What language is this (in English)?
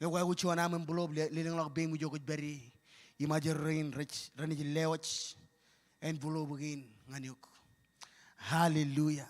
Marshallese